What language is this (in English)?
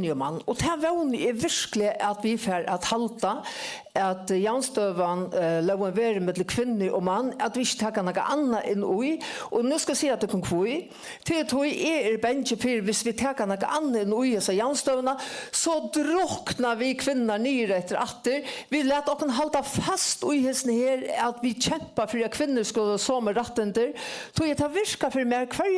Faroese